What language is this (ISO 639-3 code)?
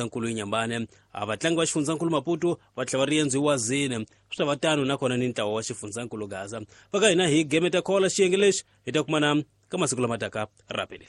tso